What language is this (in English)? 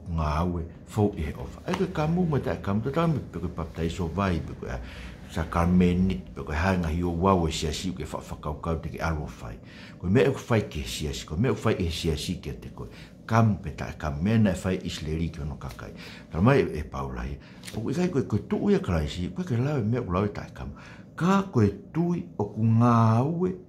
Tongan